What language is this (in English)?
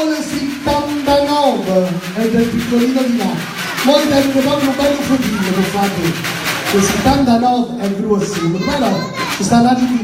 Neapolitan